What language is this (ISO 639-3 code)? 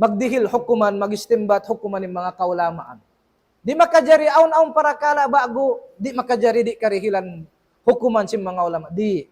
tsg